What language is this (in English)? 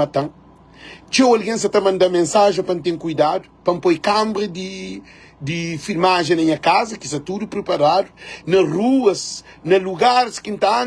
Kabuverdianu